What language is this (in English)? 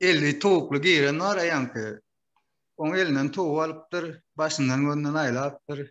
Turkmen